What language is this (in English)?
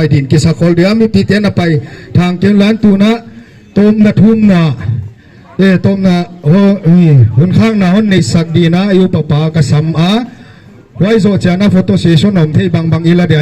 Paite Chin